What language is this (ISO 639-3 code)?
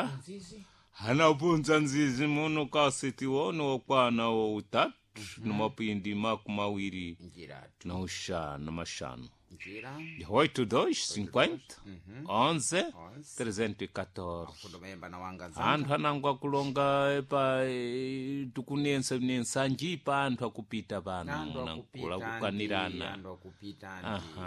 seh